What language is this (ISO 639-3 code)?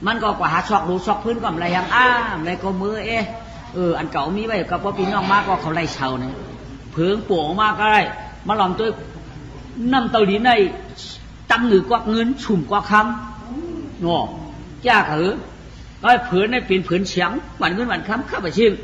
shn